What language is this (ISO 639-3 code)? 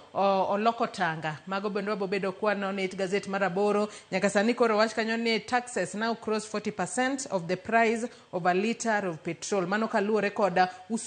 luo